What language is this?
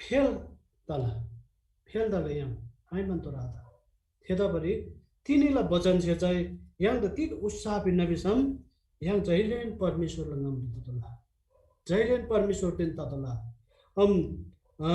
Eastern Tamang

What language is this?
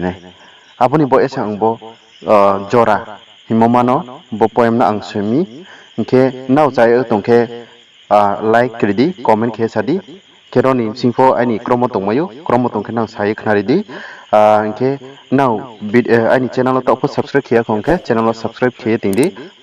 Riang (India)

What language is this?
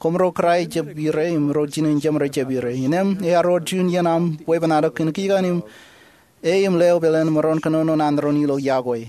Marshallese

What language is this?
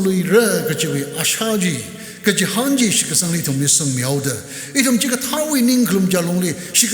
Tangkhul Naga (India)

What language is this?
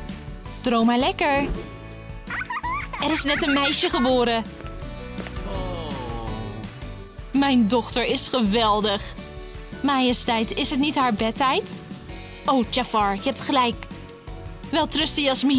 Dutch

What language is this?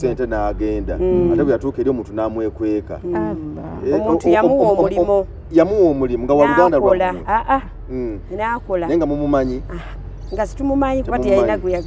Ganda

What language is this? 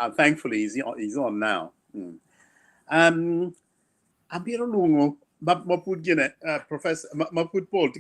Acoli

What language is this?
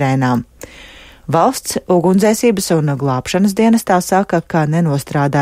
Latvian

